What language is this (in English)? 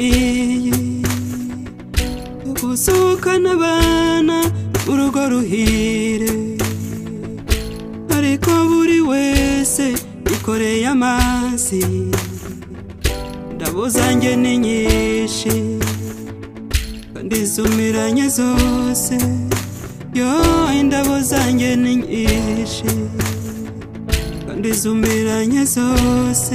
Kinyarwanda